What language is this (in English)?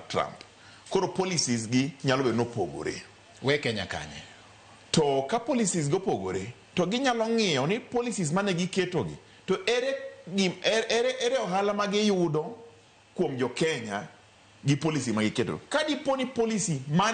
Luo (Kenya and Tanzania)